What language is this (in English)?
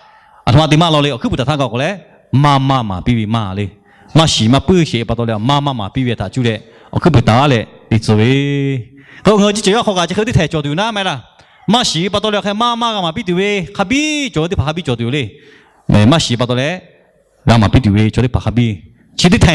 Lahu